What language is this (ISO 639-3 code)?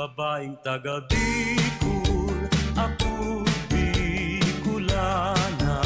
bik